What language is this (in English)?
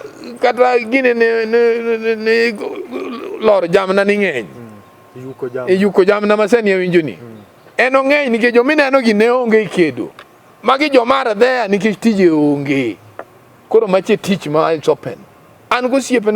Luo (Kenya and Tanzania)